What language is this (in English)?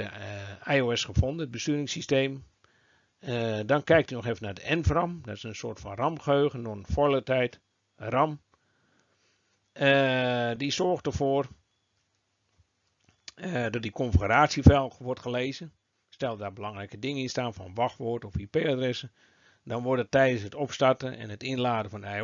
Dutch